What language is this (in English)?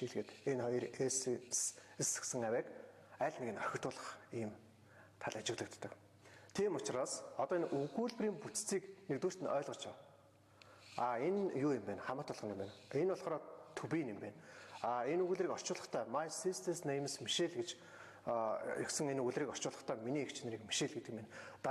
Mongolian